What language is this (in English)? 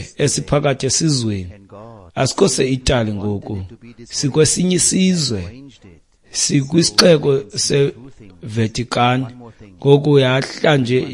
Xhosa